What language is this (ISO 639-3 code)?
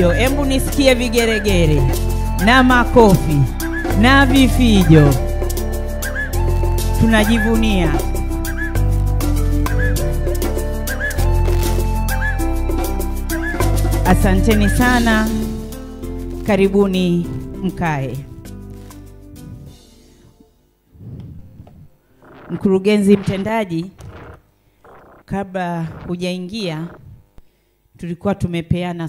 swa